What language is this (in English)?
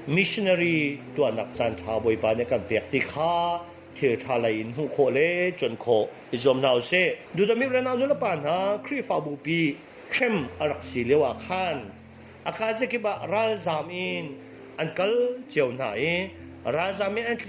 Hakha Chin